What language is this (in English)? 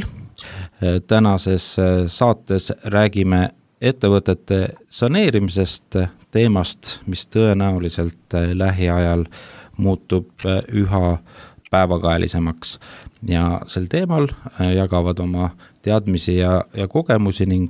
Estonian